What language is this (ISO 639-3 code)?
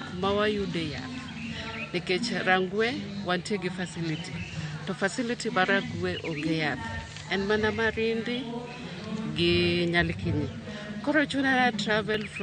luo